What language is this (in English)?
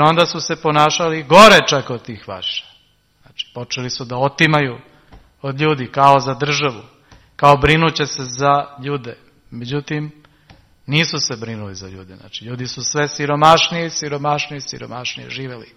Serbian